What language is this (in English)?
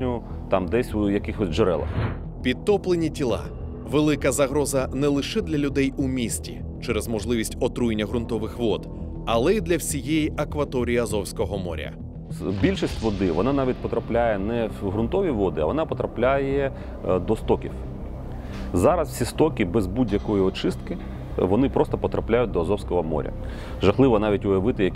Ukrainian